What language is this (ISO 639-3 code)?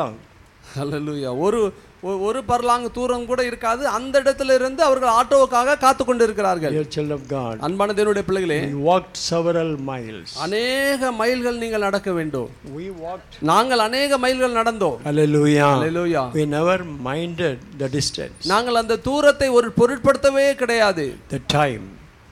tam